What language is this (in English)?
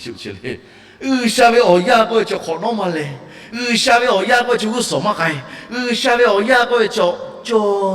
Lahu